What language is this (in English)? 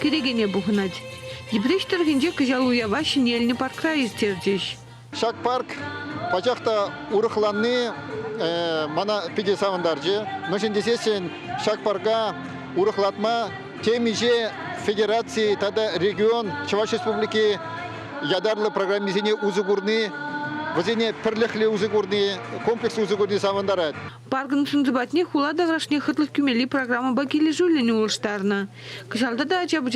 Chuvash